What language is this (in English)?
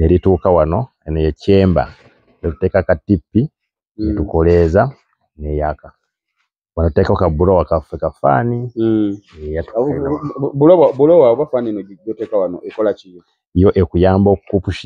Ganda